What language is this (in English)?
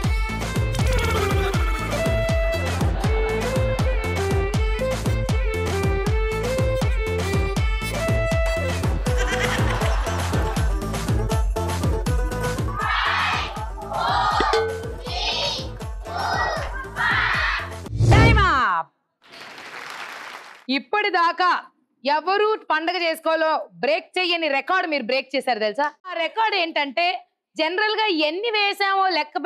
Telugu